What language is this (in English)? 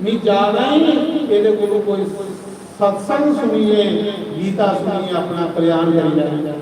Dogri